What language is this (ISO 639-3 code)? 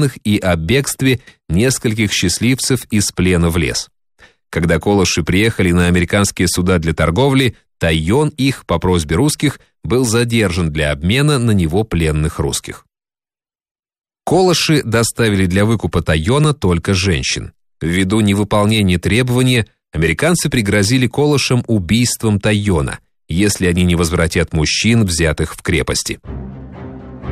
rus